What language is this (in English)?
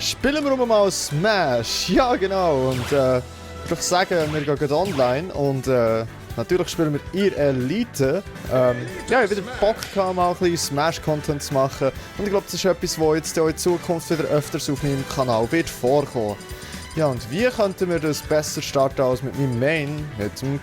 Swiss German